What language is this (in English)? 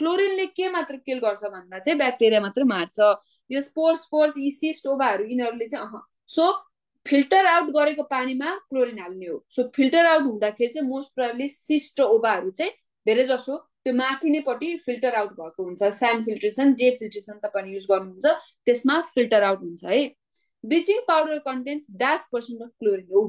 Nepali